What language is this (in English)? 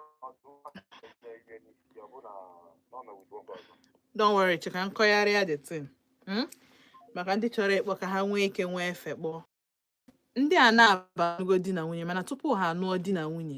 Igbo